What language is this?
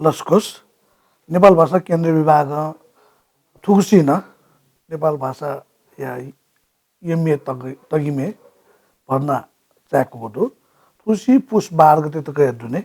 Newari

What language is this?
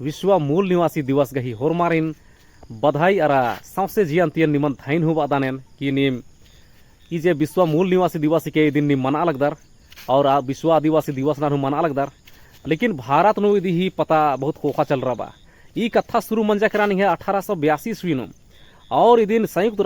Kurukh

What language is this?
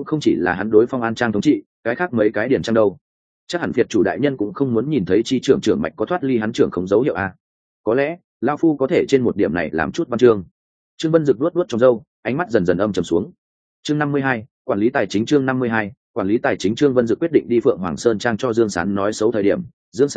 Vietnamese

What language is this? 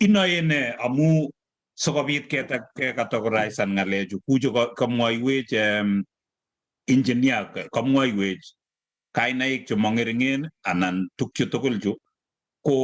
Kalenjin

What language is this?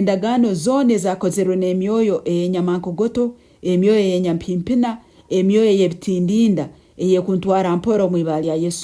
Nyankole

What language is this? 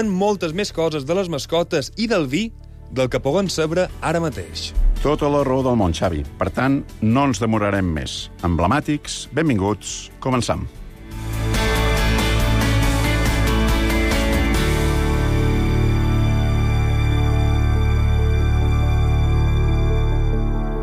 Catalan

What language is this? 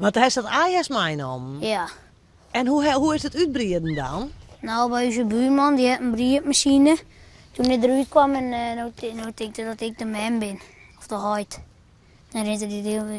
Western Frisian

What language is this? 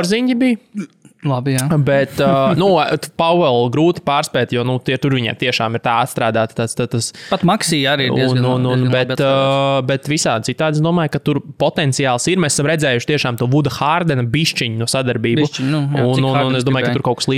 Latvian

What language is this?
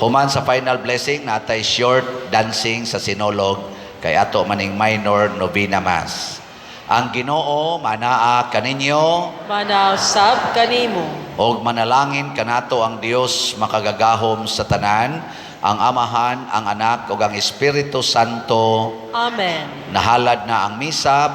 Cebuano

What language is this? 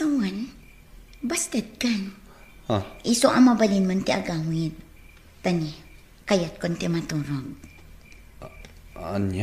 Iloko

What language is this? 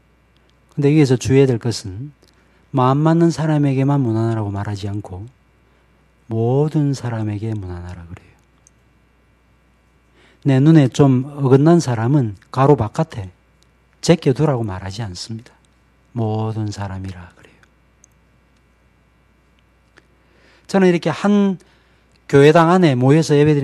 Korean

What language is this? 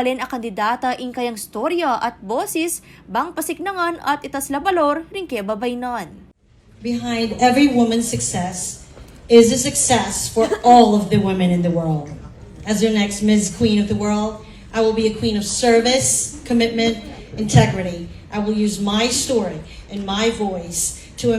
Pampanga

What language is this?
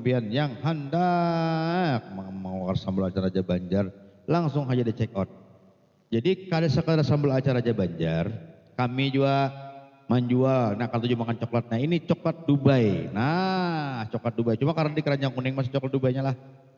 Banjar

